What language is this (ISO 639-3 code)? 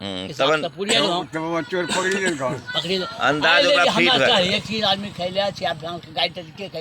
anp